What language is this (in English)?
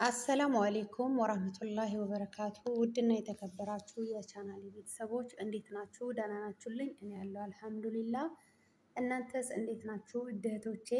Amharic